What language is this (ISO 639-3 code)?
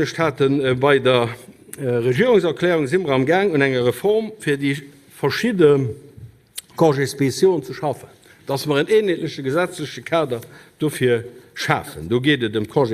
ltz